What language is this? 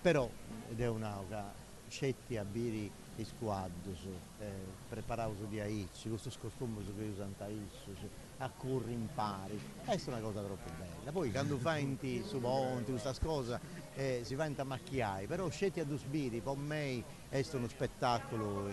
Sardinian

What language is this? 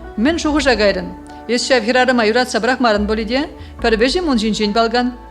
Chuvash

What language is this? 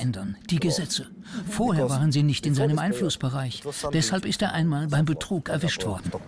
German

